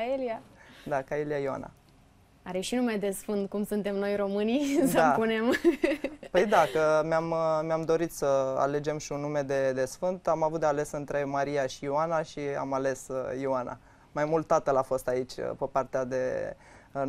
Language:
Romanian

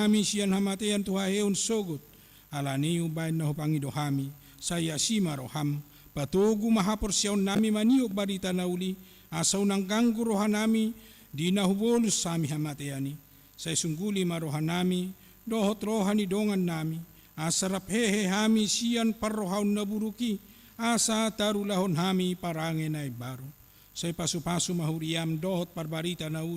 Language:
Batak Toba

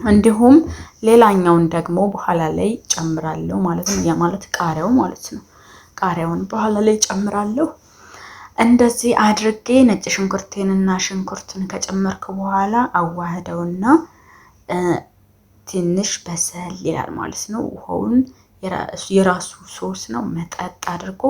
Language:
Amharic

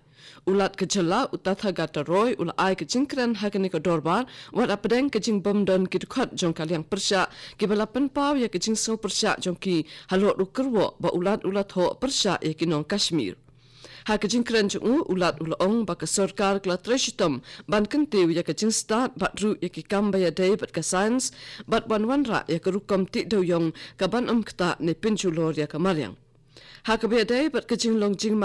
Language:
Khasi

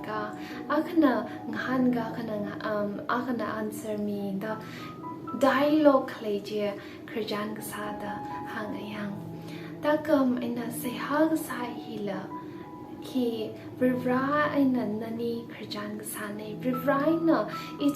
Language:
Tangkhul Naga (India)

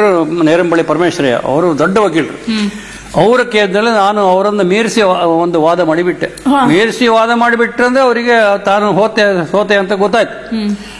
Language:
Kannada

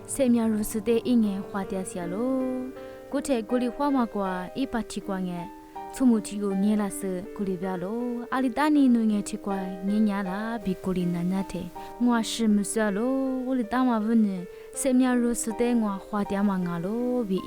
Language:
Lisu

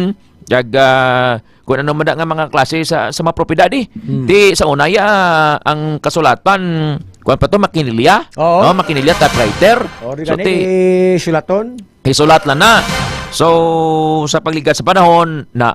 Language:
Hiligaynon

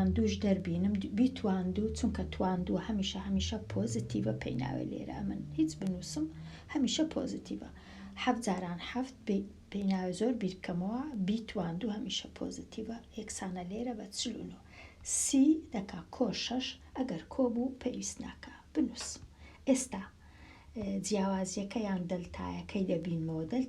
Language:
Central Kurdish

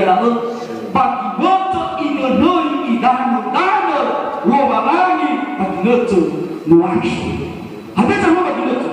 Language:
Nias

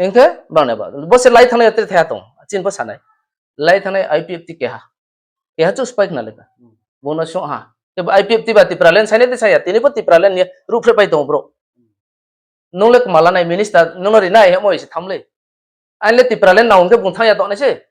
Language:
Riang (India)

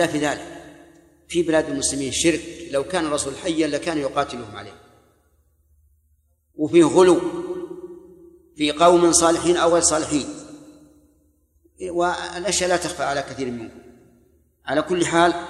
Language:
Arabic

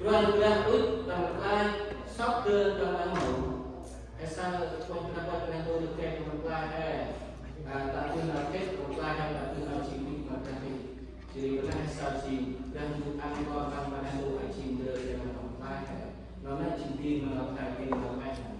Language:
Central Mnong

